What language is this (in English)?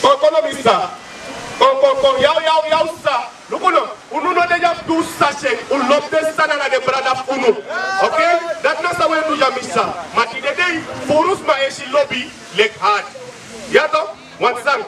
Sranan Tongo